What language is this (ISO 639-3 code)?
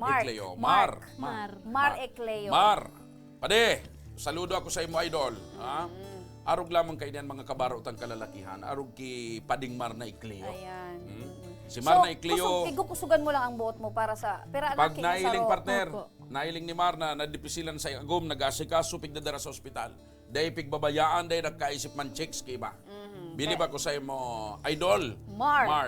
bik